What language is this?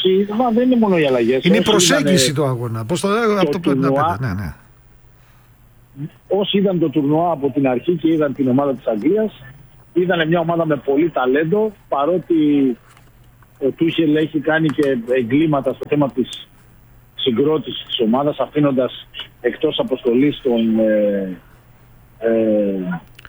Greek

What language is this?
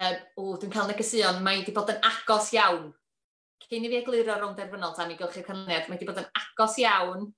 Welsh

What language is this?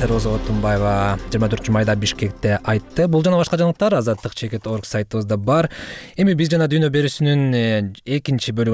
Kyrgyz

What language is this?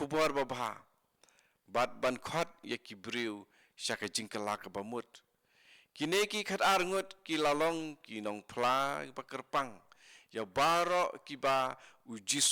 Khasi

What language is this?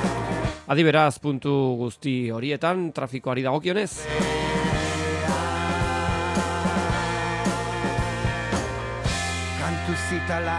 Basque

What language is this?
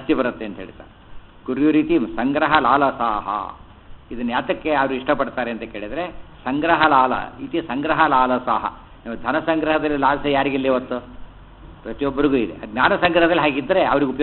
Kannada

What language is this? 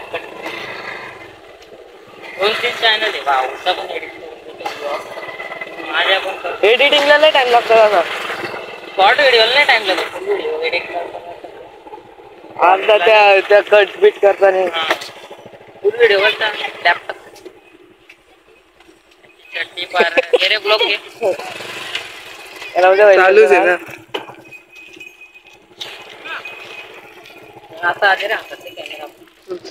Marathi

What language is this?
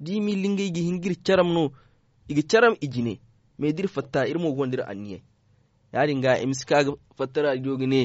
Zarma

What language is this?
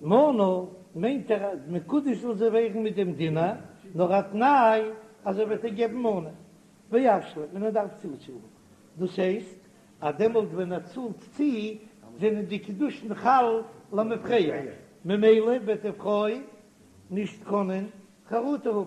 Yiddish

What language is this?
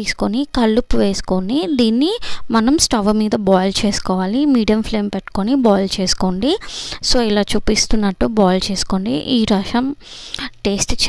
Telugu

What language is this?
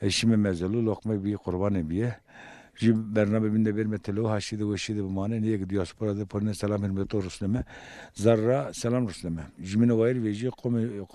Zaza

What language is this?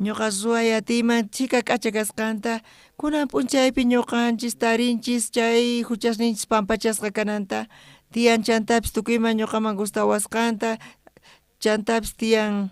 South Bolivian Quechua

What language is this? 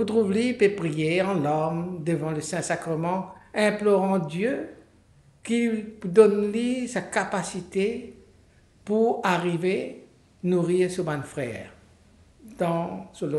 Morisyen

